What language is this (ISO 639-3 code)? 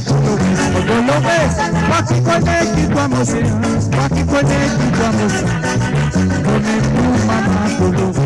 mfe